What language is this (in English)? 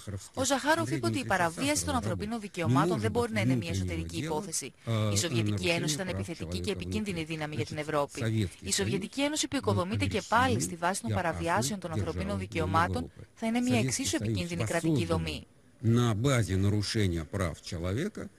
Greek